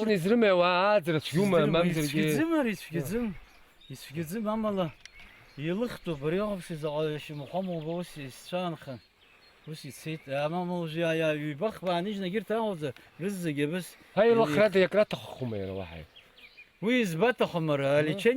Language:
Abkhazian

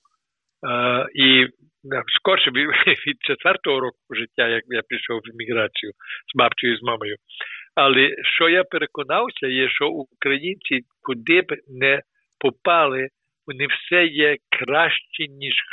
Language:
Ukrainian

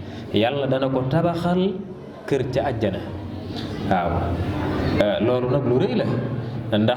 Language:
Wolof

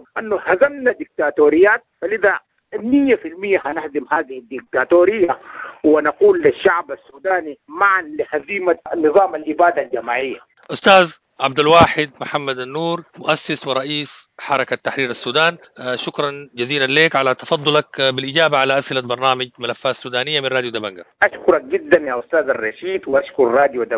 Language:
Sudanese Arabic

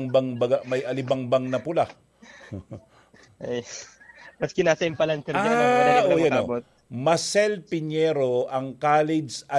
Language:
Bikol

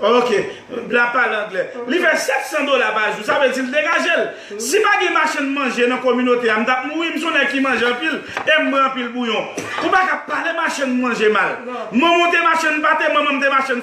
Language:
Haitian Creole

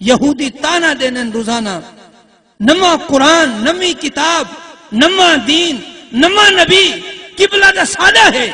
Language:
Saraiki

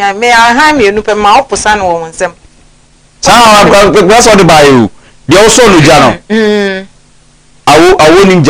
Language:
Akan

